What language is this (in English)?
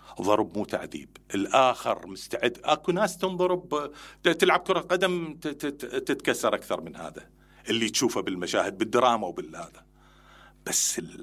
Mesopotamian Arabic